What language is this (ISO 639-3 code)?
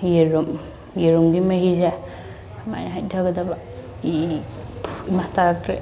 mni